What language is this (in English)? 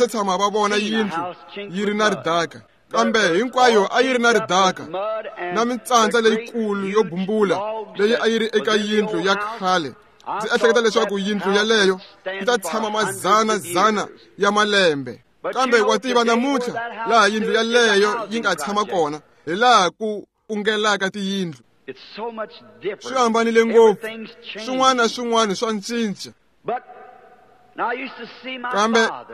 Tsonga